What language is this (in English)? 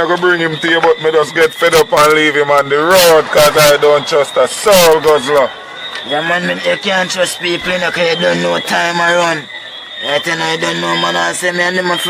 Jamaican Creole English